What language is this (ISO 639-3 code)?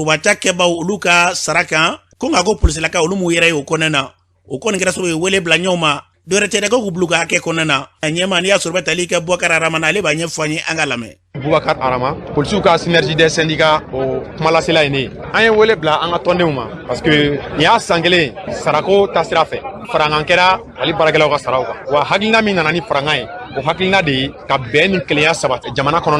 bam